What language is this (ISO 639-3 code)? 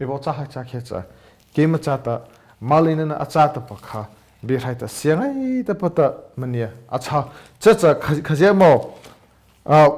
mrh